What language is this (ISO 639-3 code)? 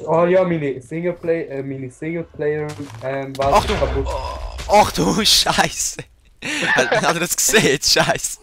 gsw